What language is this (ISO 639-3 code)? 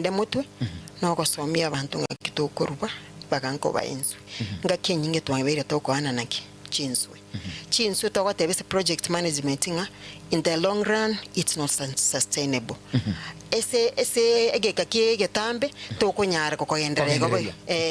guz